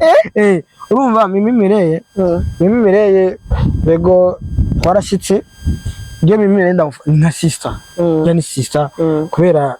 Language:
Rundi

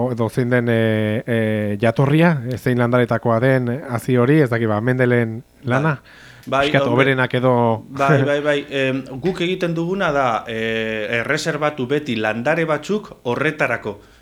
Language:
Basque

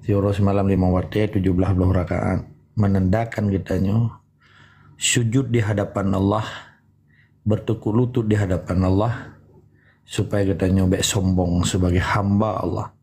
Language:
Achinese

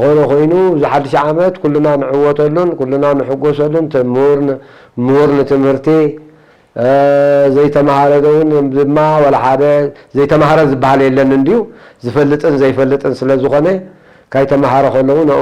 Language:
Tigrinya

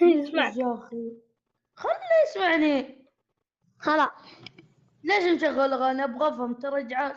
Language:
Najdi Arabic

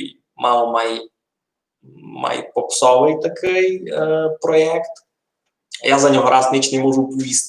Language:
Rusyn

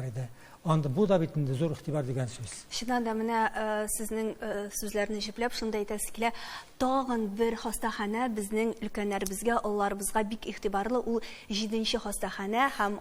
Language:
Tatar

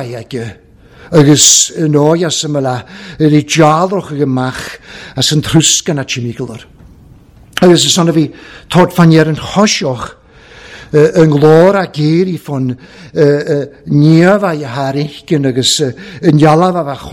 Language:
Welsh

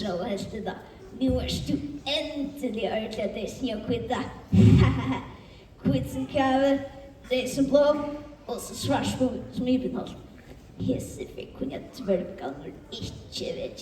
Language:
Faroese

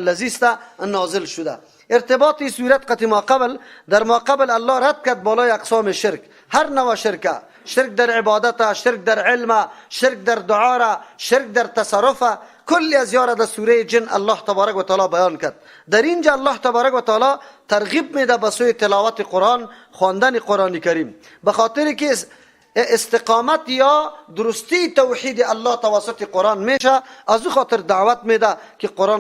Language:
Persian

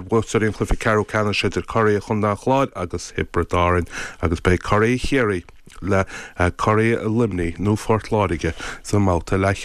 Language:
Irish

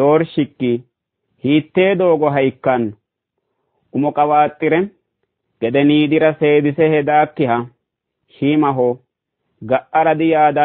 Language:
Sidamo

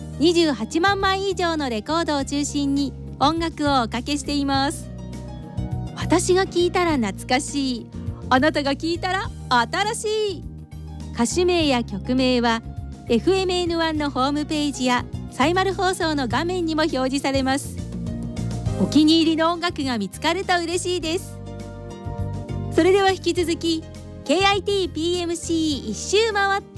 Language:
Japanese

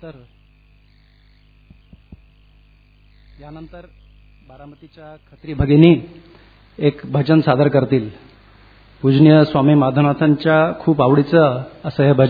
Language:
Marathi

